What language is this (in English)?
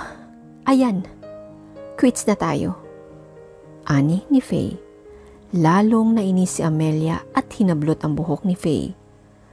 Filipino